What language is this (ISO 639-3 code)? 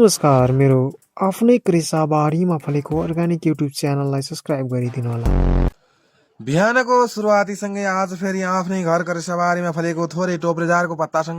nep